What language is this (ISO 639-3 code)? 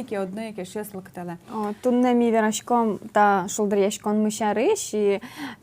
udm